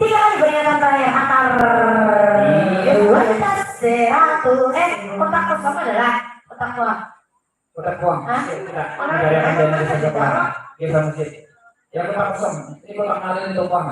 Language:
Banjar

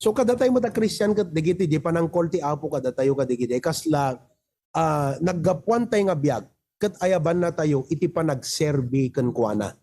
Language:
Iloko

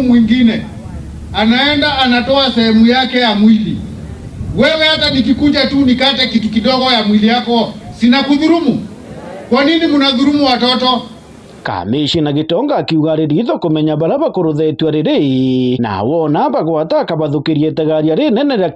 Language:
Meru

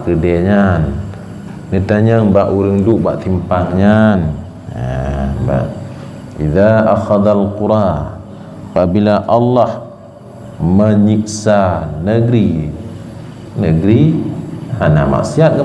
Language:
Achinese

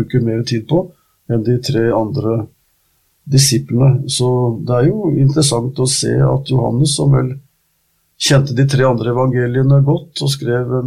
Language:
Norwegian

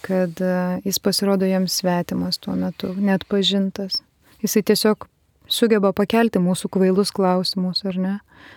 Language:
Lithuanian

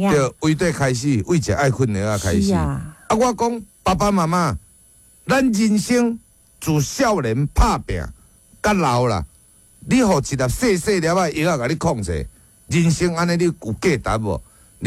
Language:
Min Nan Chinese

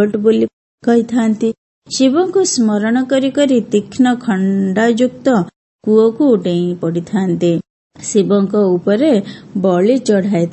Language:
Odia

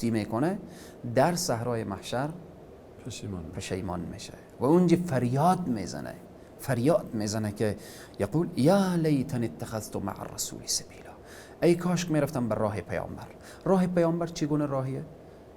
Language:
Persian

